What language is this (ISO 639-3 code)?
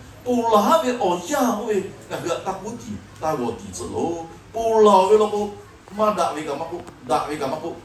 lhu